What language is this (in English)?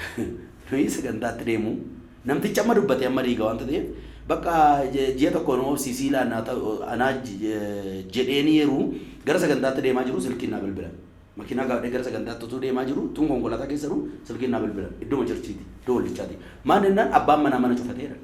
Oromo